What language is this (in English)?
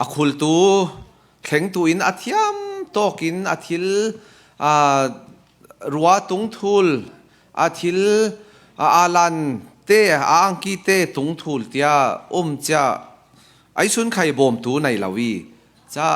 Falam Chin